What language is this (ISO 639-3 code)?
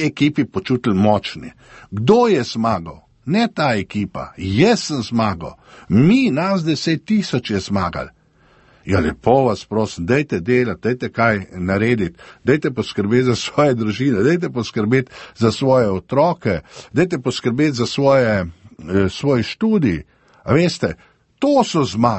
slv